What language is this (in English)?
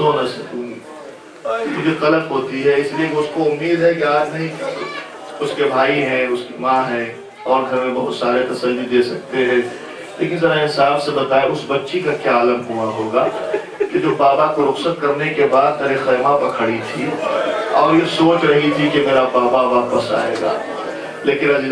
Urdu